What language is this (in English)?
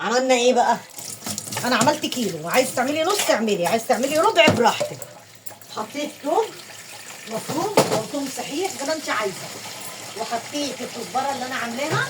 Egyptian Arabic